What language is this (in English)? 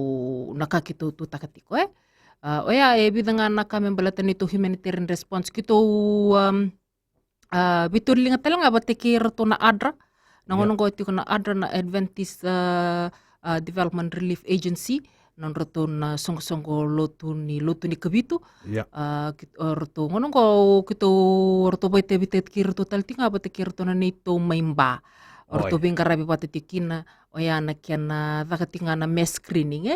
Fijian